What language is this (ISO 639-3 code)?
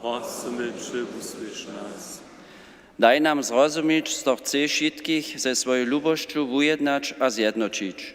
hsb